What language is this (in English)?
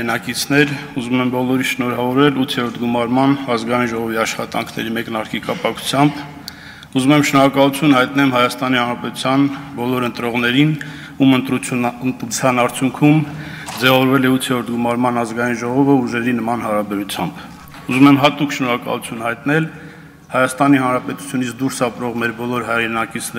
Armenian